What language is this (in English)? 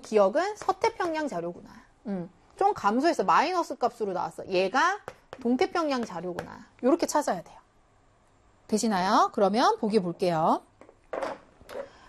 Korean